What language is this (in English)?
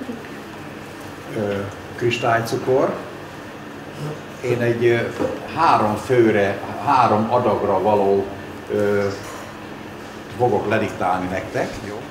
Hungarian